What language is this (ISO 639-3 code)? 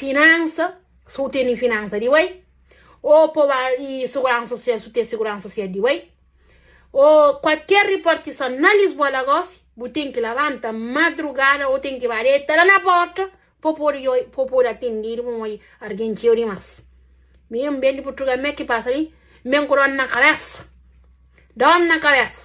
kea